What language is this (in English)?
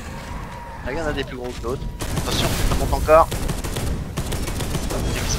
French